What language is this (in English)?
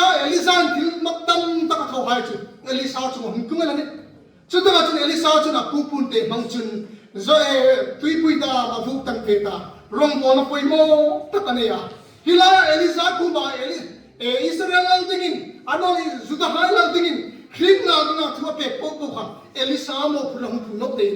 Hmar